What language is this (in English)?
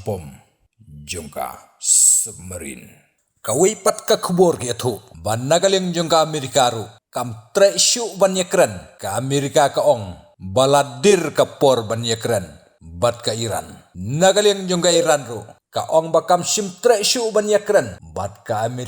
Khasi